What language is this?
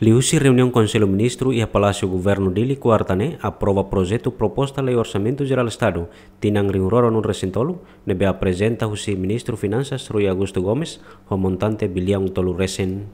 Tetum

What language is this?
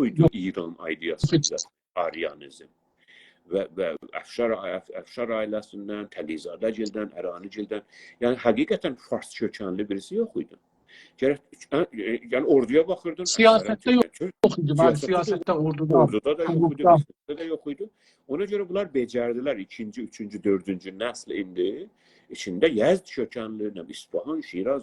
South Azerbaijani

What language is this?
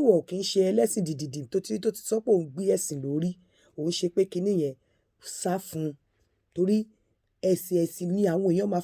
Yoruba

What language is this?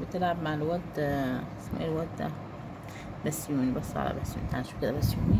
Egyptian Arabic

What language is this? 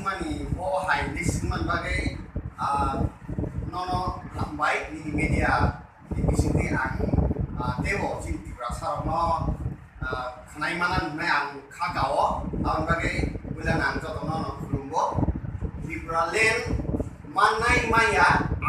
Kok Borok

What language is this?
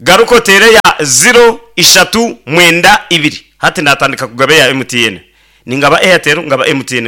Nyankole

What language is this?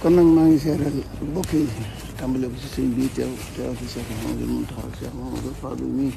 Wolof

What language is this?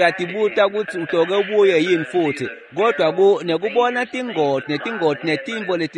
Swati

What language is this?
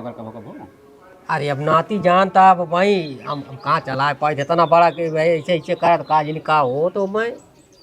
Awadhi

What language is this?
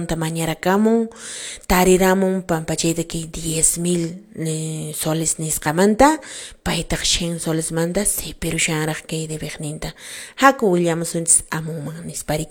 Quechua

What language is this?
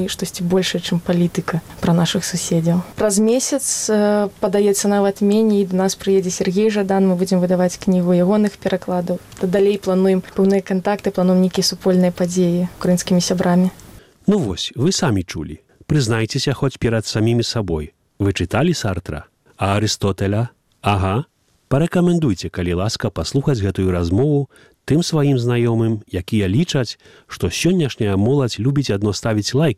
Belarusian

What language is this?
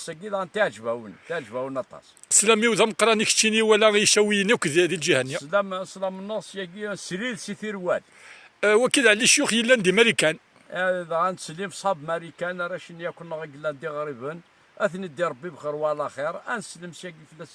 Kabyle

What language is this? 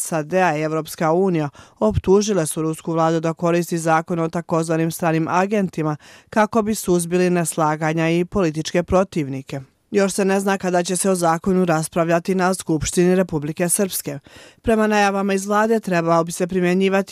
Croatian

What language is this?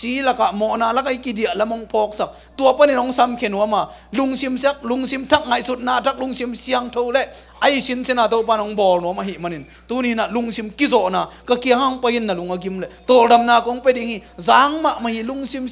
Tedim Chin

